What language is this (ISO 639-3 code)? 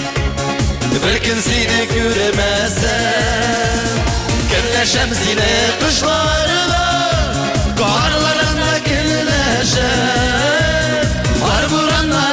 tat